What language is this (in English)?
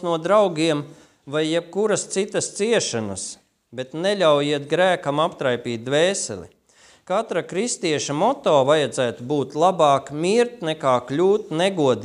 Latvian